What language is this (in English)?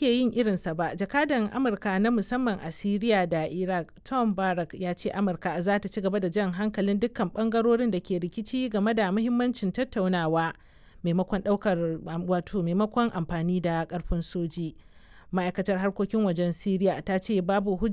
Hausa